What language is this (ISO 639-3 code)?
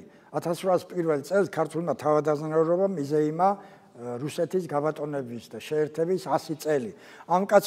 kat